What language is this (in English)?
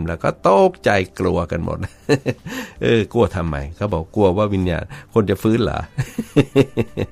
Thai